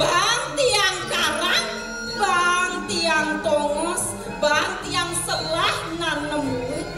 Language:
Balinese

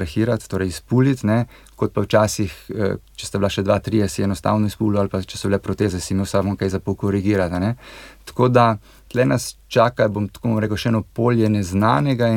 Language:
Slovenian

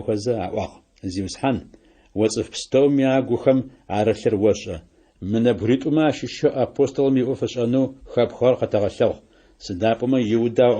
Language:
Adyghe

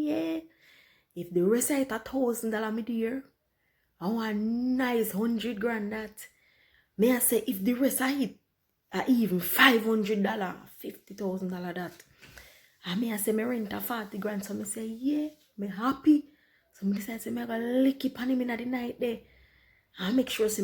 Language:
Jamaican Creole English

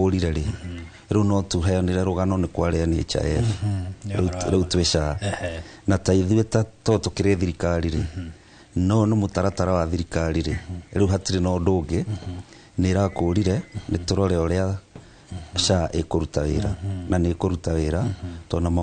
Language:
Kikuyu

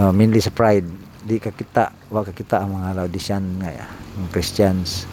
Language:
Cebuano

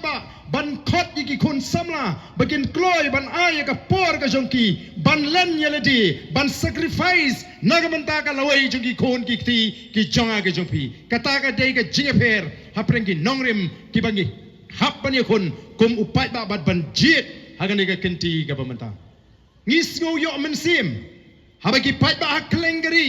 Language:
Khasi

